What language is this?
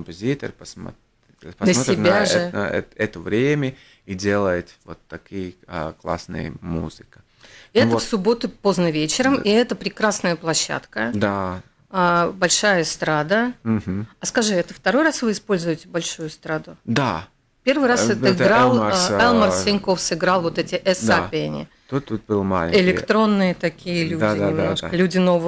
Russian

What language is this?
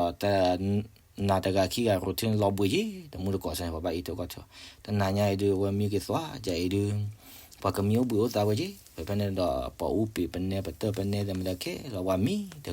S'gaw Karen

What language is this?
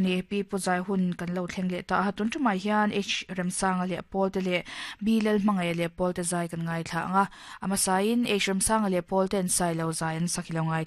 Mizo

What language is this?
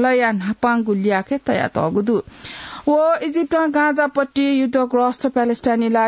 Newari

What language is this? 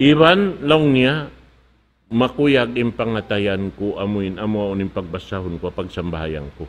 Tausug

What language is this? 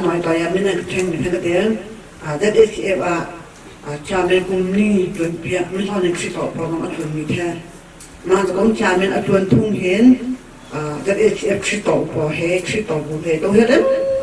Hakha Chin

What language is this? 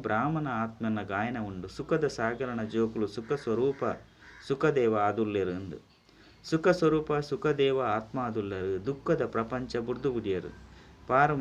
Tulu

